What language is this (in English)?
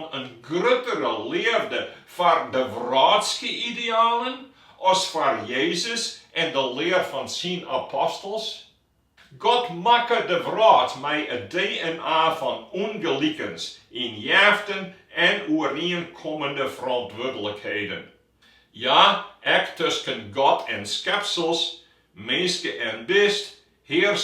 Western Frisian